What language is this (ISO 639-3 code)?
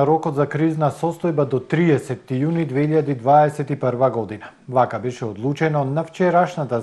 mkd